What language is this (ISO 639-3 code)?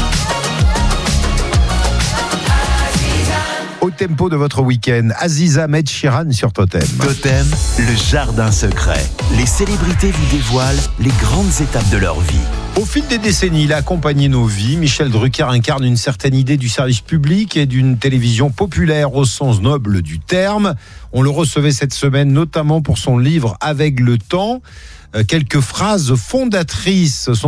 fra